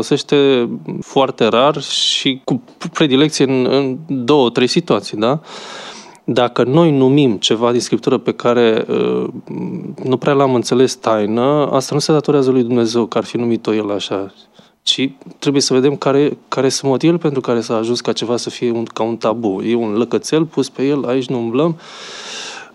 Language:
Romanian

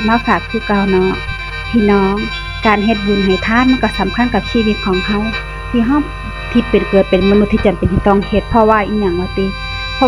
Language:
Northeastern Thai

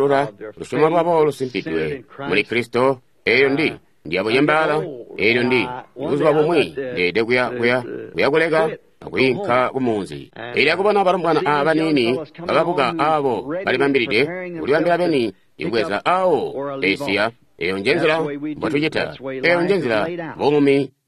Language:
Tonga (Zambia)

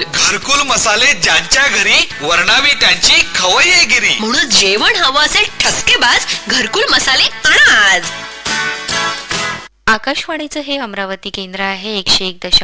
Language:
Marathi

